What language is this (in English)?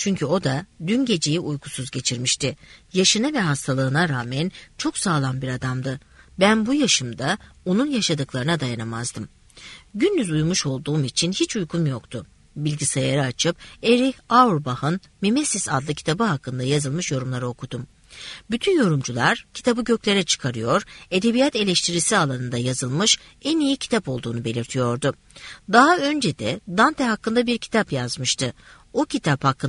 Turkish